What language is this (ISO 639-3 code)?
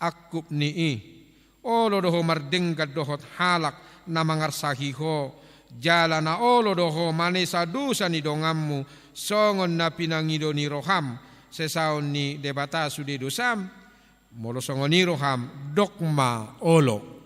bbc